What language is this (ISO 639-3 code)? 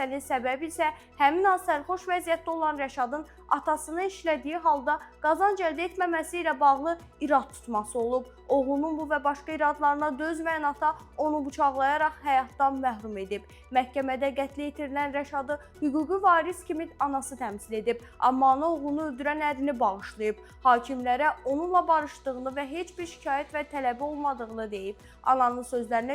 aze